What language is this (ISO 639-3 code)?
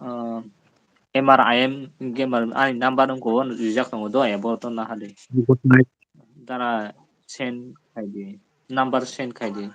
trp